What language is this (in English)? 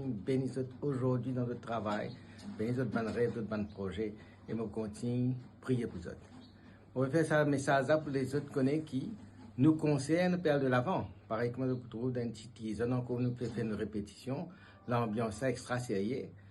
Morisyen